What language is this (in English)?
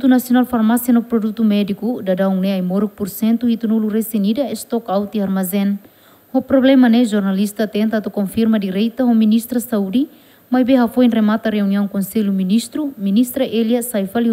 Tetum